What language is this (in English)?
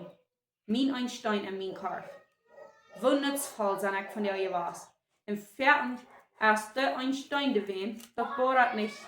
Plautdietsch